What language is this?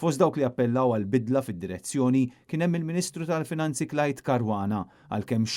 Maltese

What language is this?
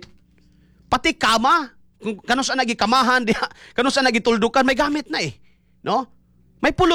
Cebuano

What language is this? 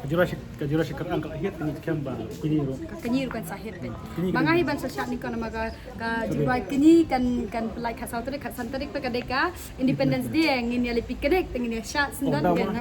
Khasi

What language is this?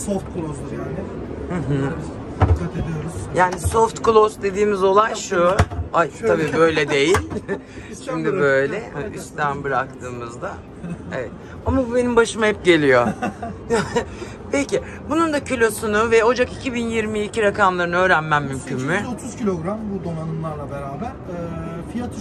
Turkish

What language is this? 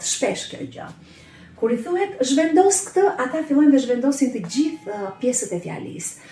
Albanian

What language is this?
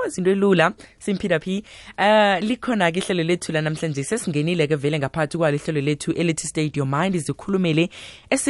South Ndebele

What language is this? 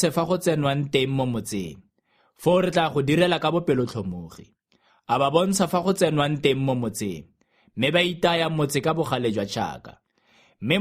Tswana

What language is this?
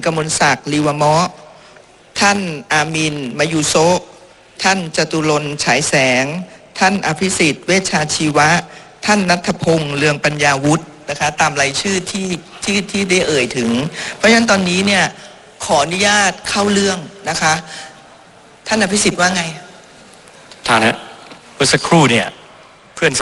Thai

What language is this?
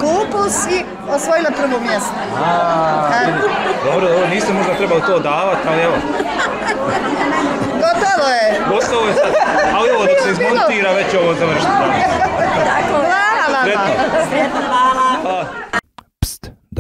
Bosnian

